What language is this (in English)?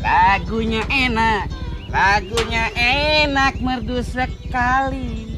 Betawi